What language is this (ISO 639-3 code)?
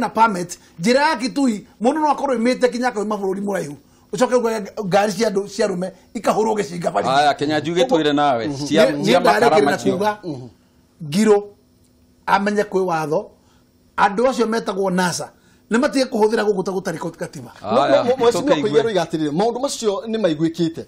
kik